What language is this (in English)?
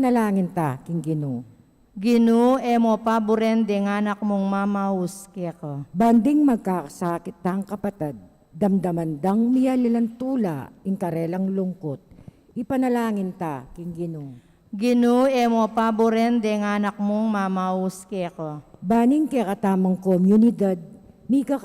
Pampanga